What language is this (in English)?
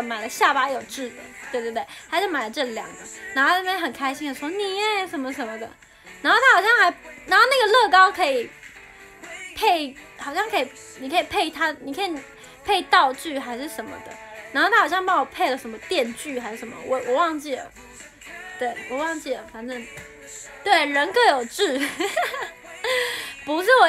Chinese